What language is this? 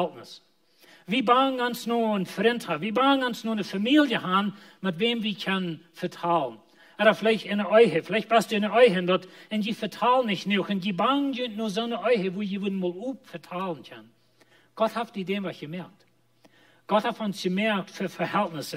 Plautdietsch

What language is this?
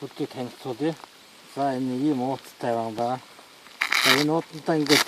Mongolian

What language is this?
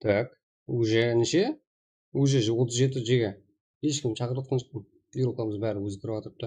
Kara-Kalpak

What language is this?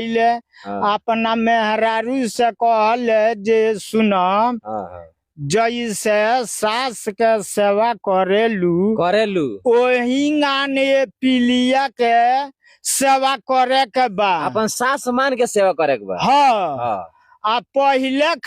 Bhojpuri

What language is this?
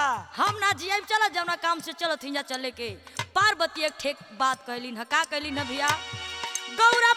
Bhojpuri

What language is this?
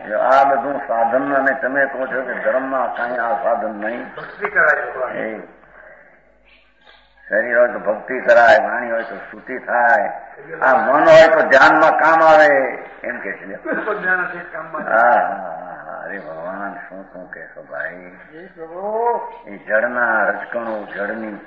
Gujarati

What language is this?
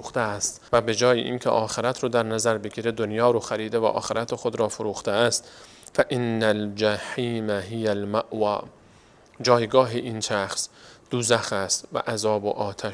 Persian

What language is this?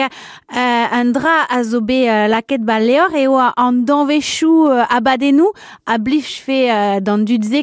Breton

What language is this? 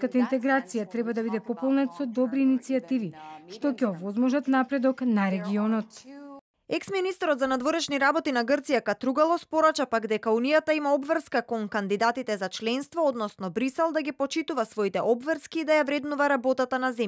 Macedonian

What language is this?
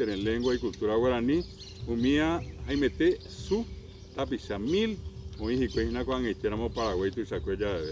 Guarani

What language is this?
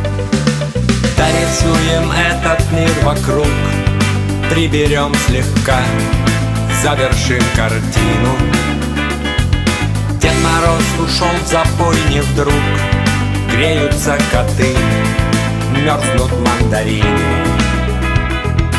Russian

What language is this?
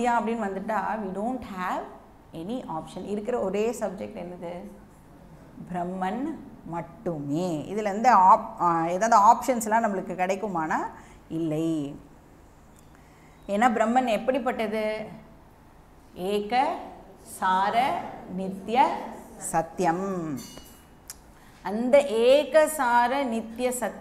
Tamil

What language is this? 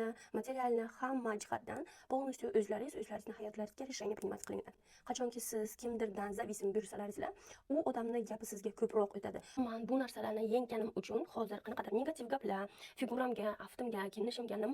Uzbek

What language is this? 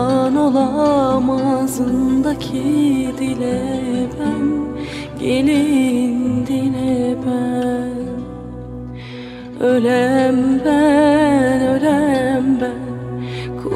Turkish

